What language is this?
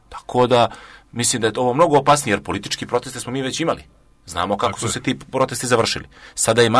Serbian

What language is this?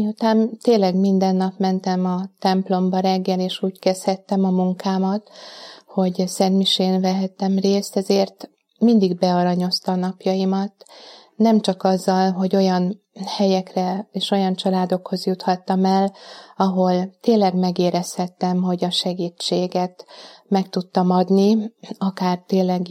Hungarian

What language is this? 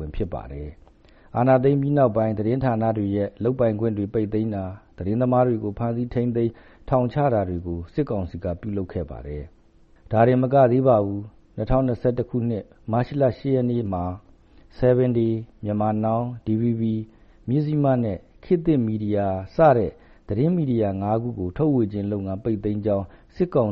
Burmese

